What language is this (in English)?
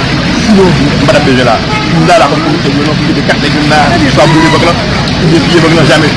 Haitian Creole